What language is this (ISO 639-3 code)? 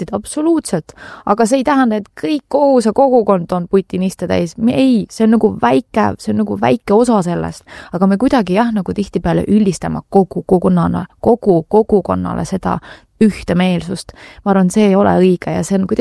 est